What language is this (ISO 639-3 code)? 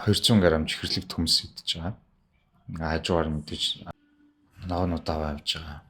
mon